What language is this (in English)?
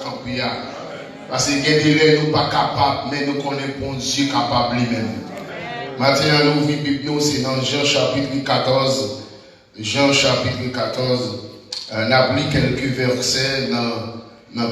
Haitian Creole